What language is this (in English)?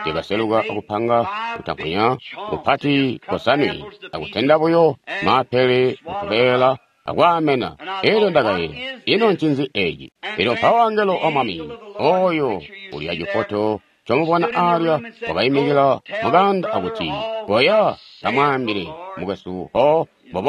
Tonga (Zambia)